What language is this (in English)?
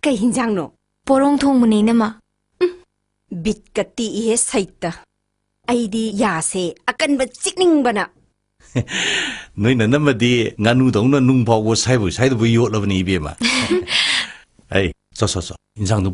Manipuri